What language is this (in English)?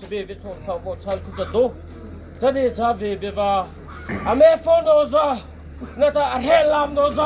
Mara Chin